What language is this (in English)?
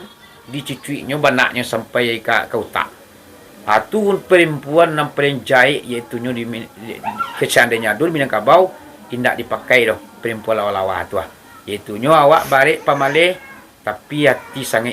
Minangkabau